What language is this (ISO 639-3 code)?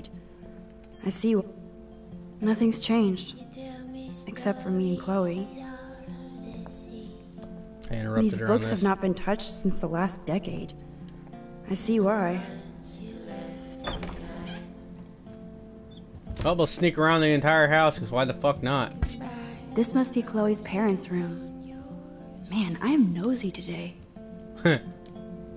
eng